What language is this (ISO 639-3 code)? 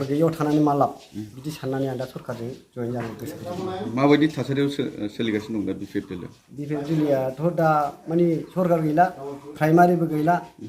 brx